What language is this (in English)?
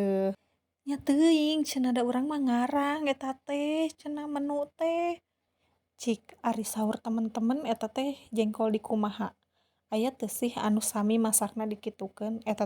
Sundanese